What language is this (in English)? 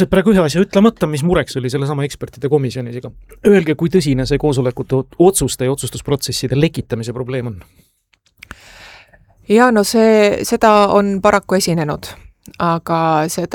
Estonian